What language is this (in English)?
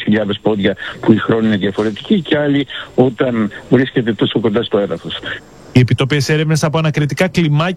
Greek